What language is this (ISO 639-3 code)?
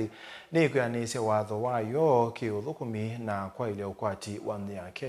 kam